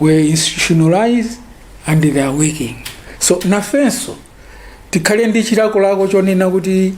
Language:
Nyanja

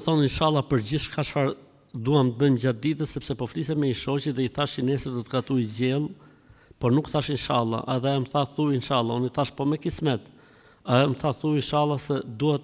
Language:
Albanian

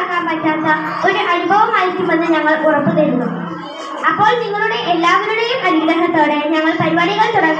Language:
Malayalam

